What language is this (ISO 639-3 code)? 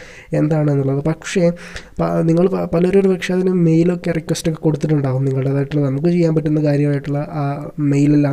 mal